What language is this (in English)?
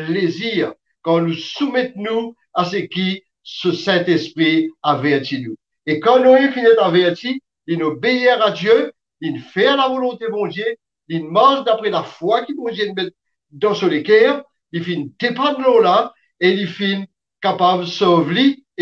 Morisyen